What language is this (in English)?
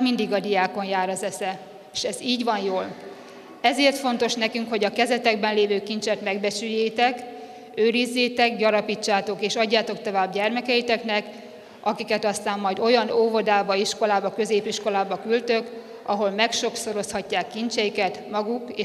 Hungarian